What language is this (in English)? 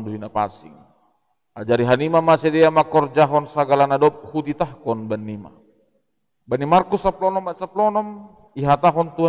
Batak Simalungun